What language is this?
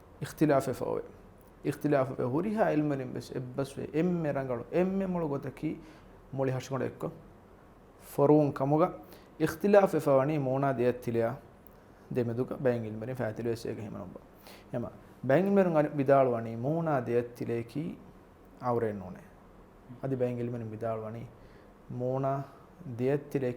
Divehi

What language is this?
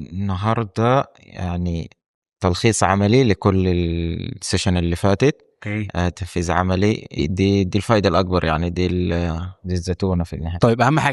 Egyptian Arabic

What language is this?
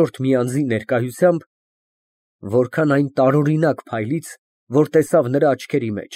Armenian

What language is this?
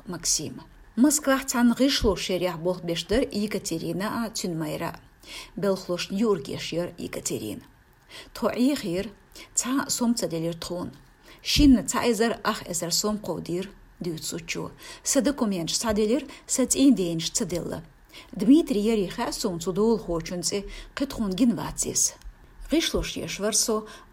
Chechen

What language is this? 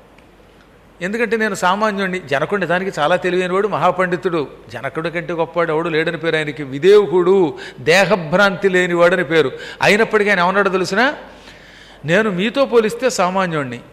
Telugu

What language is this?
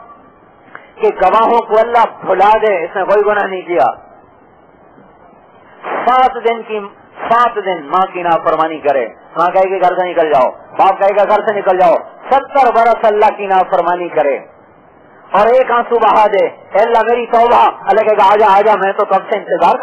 Urdu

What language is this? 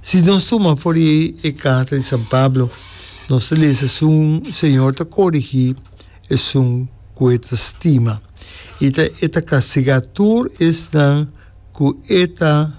Papiamento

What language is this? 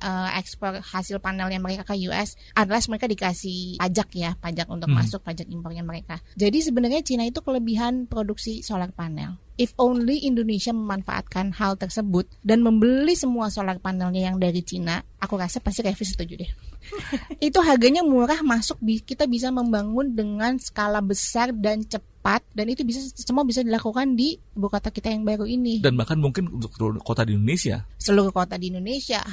Indonesian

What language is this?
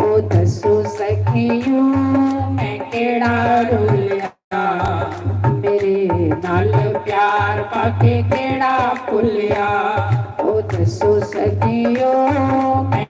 Dogri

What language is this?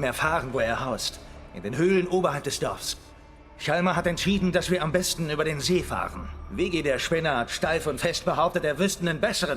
Swiss German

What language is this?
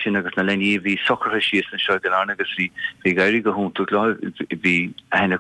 Irish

